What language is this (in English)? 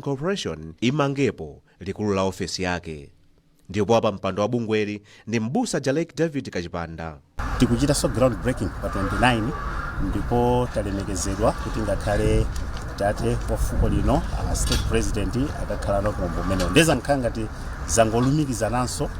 Nyanja